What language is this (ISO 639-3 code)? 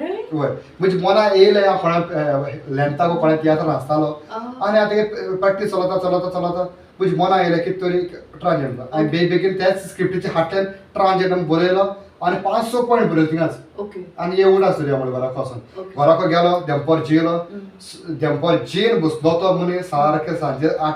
kok